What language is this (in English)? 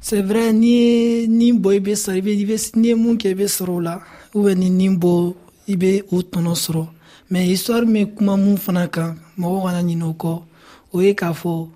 Dyula